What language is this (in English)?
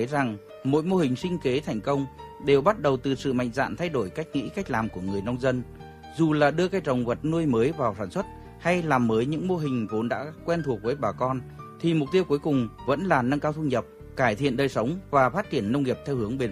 Vietnamese